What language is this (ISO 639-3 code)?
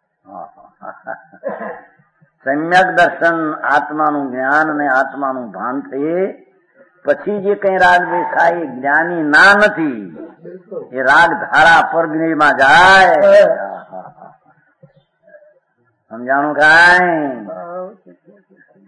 guj